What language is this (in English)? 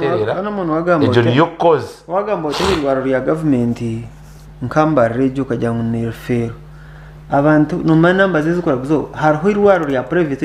Nyankole